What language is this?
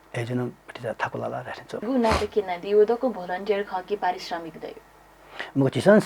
Newari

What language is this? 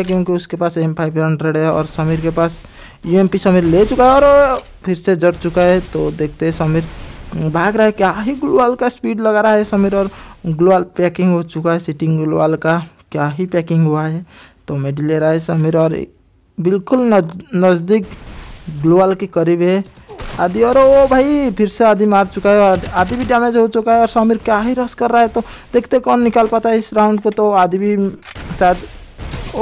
Hindi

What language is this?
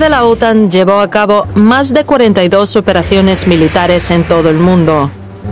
Spanish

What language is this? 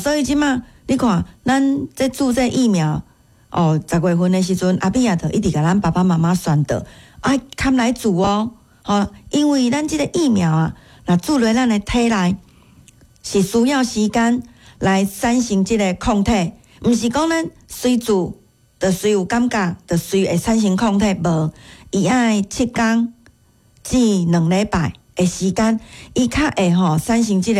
Min Nan Chinese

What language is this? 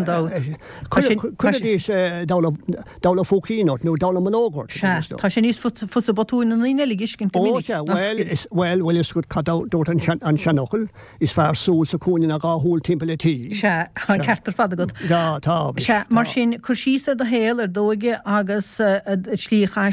Irish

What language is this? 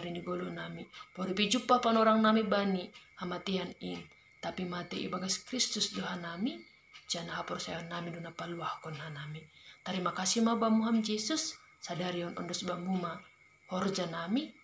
Batak Simalungun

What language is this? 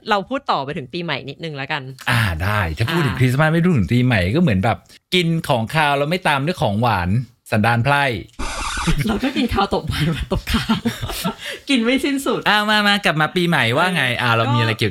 Thai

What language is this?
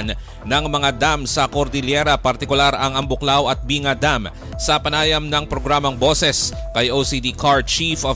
Filipino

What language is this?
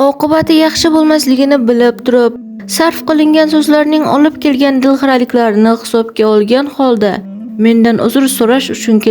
Uzbek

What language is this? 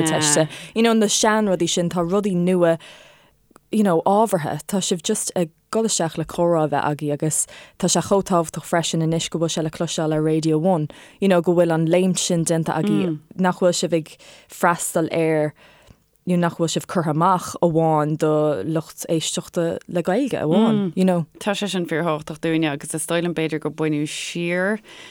Irish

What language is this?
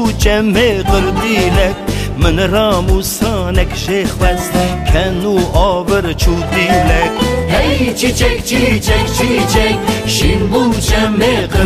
Kurdish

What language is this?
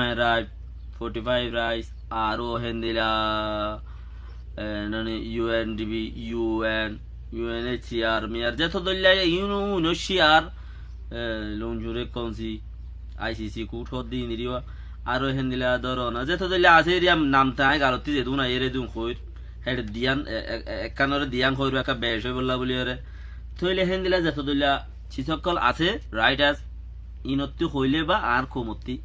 Rohingya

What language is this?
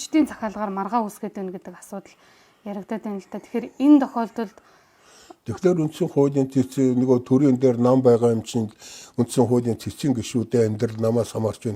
Mongolian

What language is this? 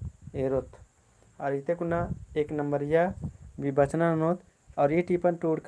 Kurukh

